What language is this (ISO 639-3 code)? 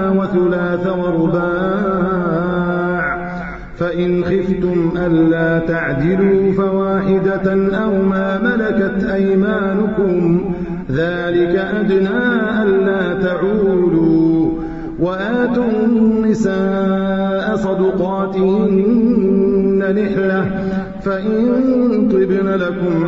ara